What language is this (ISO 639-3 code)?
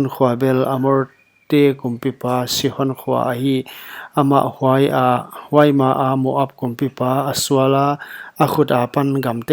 pck